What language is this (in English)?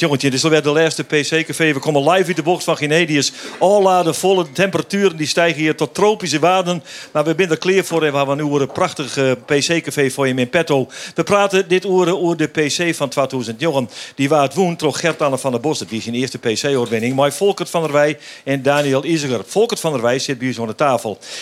Western Frisian